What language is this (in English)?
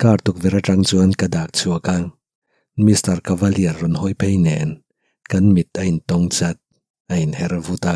Mizo